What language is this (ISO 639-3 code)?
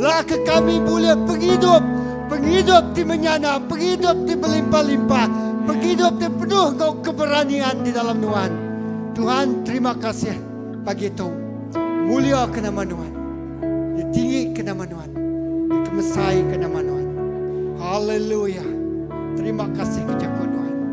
iba